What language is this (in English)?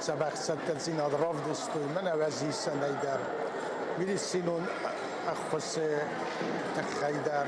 Ossetic